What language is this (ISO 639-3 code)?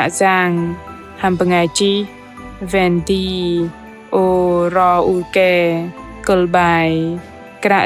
bdq